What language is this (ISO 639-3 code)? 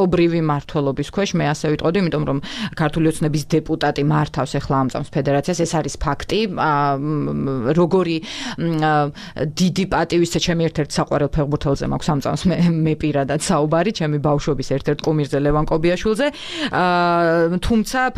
kat